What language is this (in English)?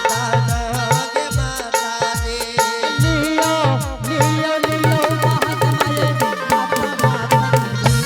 Angika